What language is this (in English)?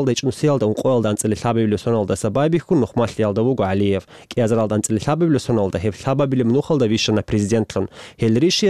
Avaric